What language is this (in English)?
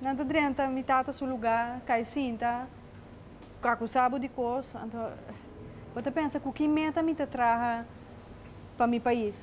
Papiamento